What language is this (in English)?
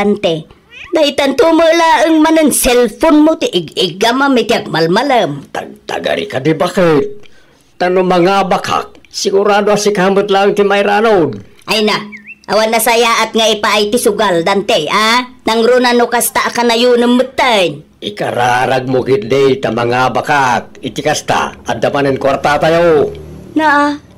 Iloko